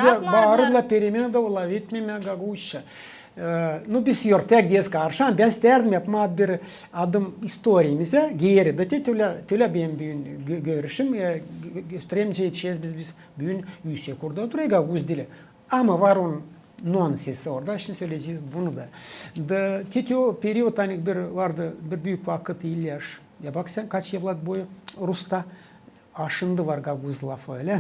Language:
Gagauz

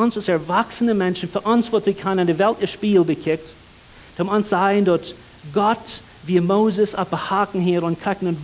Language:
Plautdietsch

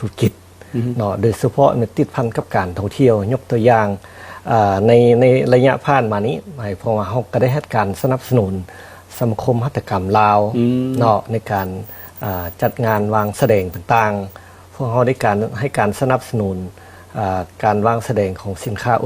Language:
Lao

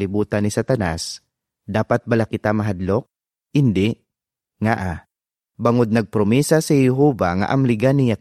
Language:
Hiligaynon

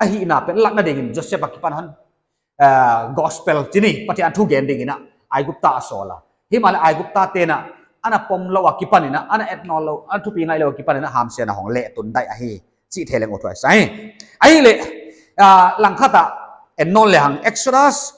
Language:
Paite Chin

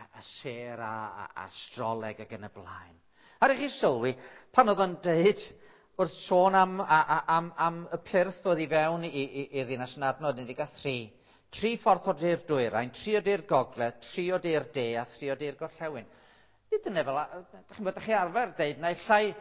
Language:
Welsh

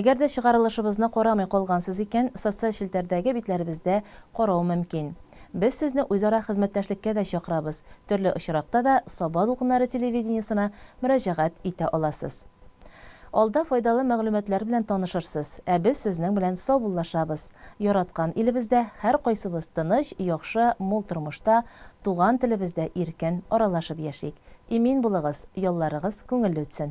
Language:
Tatar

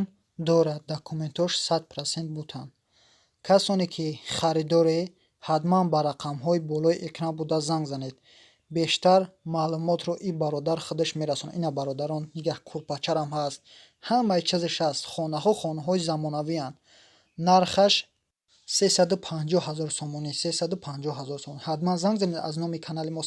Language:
Tajik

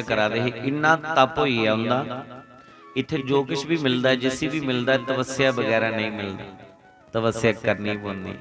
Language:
Dogri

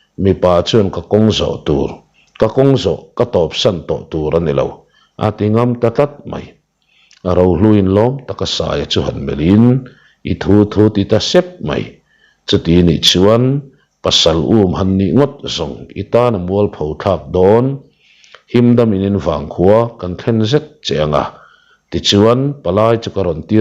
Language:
Mizo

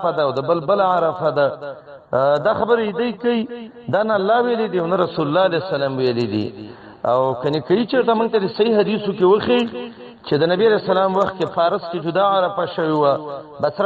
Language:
Pashto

